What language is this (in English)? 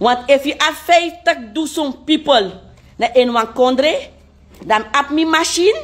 Sranan Tongo